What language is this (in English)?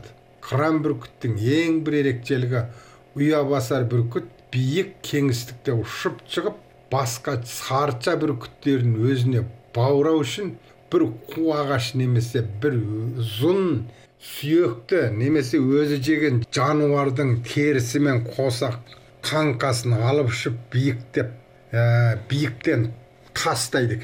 Kazakh